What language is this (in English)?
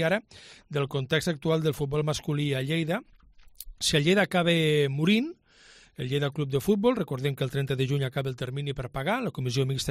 Catalan